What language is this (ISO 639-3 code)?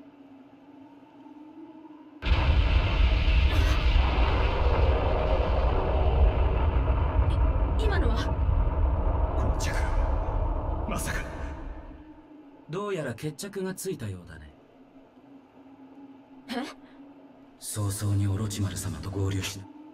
jpn